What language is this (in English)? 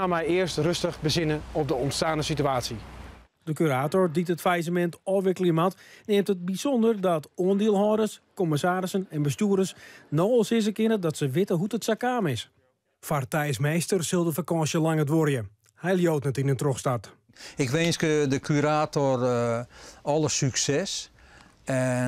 Western Frisian